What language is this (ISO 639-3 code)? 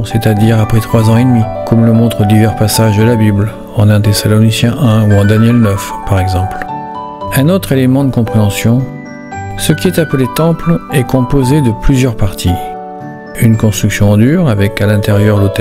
fra